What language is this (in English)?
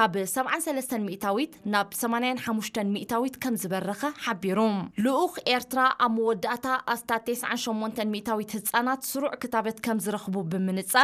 Tigrinya